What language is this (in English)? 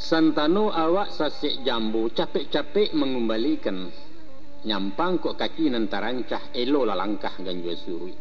Minangkabau